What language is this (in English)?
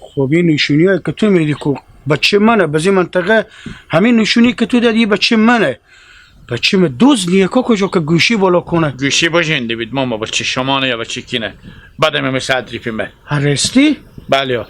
Hazaragi